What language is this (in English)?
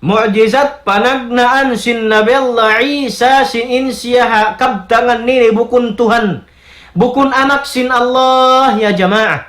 Tausug